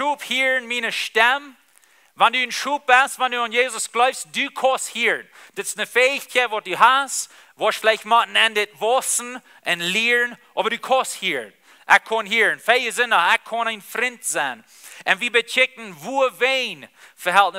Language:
Plautdietsch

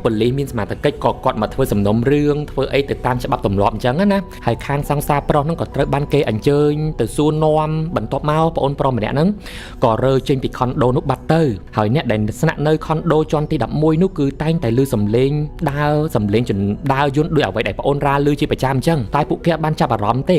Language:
Khmer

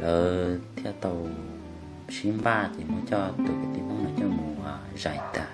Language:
Hmong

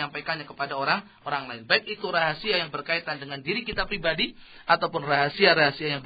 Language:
Indonesian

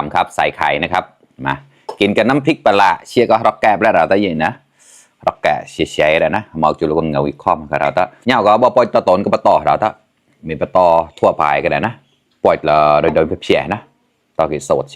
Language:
Mon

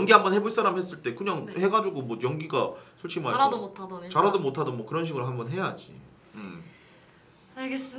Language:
Korean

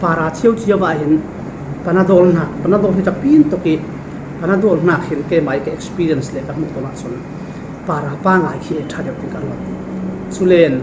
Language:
Falam Chin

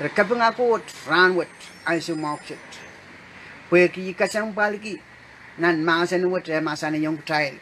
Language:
Pohnpeian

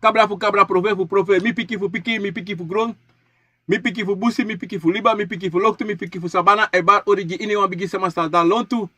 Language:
Sranan Tongo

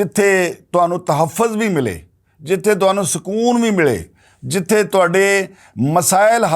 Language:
Western Panjabi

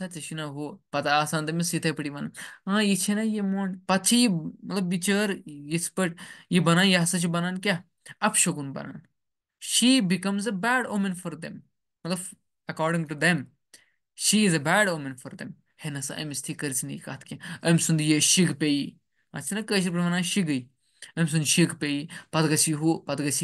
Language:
Kashmiri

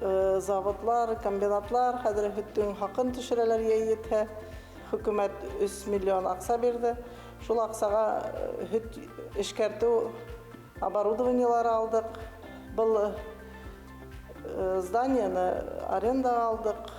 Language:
Bashkir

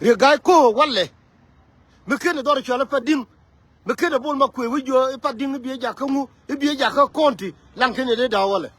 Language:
Nuer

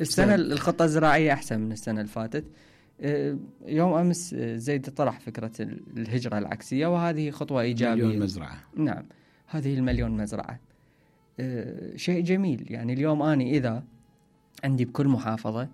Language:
Mesopotamian Arabic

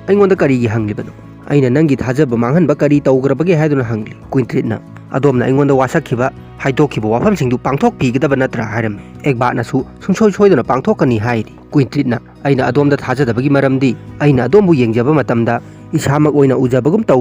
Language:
Manipuri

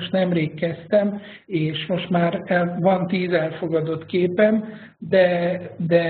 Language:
Hungarian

